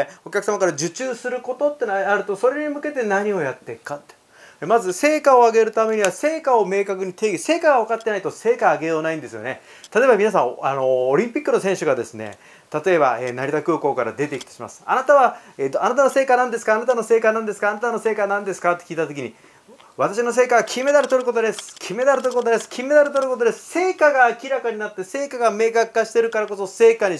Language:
Japanese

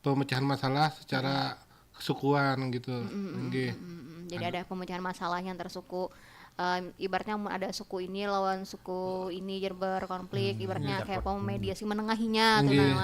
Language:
Banjar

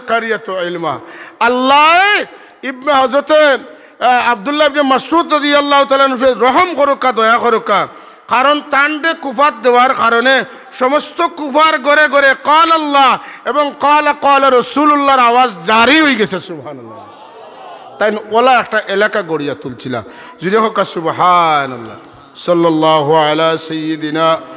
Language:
Sylheti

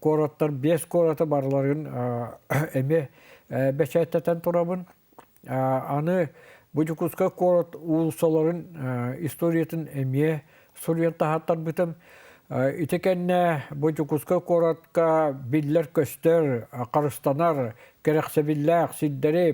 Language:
Yakut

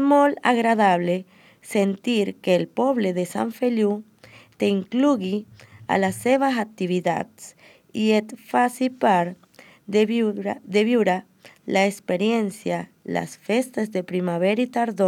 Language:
Catalan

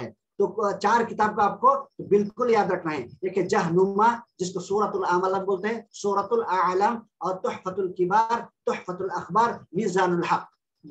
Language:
Urdu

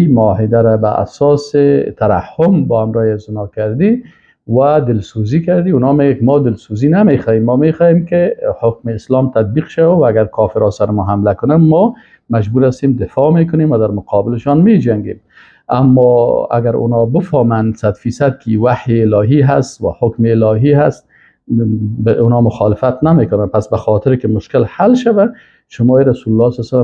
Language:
Persian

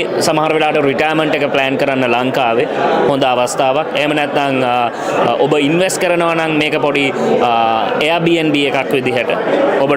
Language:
Sinhala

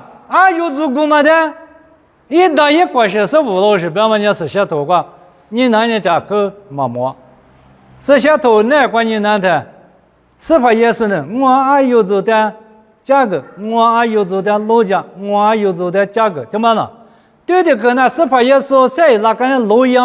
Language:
Lisu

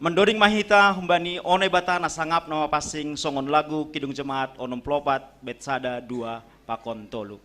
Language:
Batak Simalungun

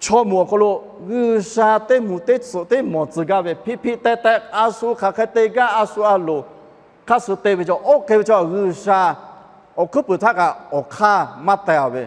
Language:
Lahu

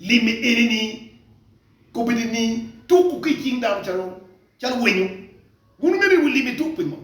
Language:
Acoli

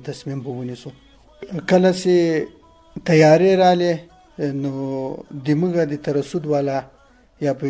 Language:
Pashto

